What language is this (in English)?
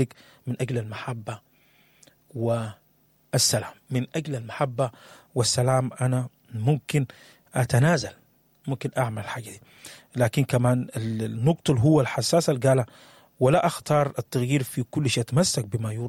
Sudanese Arabic